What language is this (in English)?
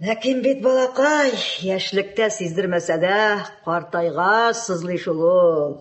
Tatar